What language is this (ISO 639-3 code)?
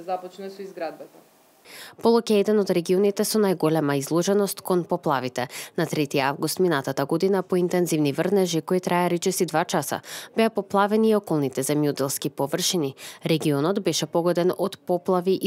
mkd